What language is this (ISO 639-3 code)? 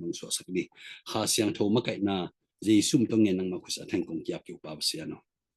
ctd